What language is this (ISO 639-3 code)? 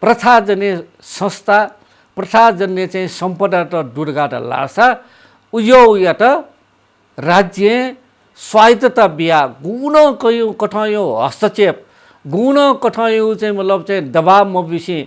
new